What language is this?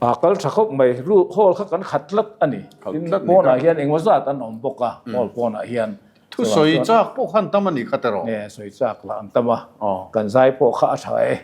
Mizo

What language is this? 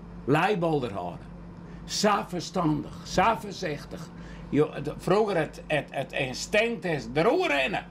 Western Frisian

